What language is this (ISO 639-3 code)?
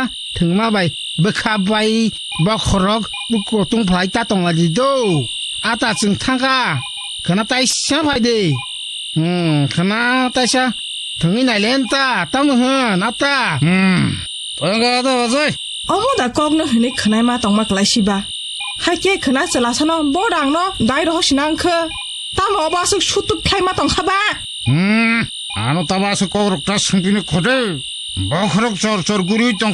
trp